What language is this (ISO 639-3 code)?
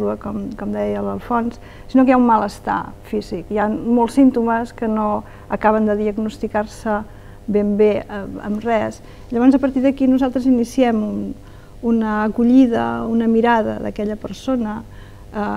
cat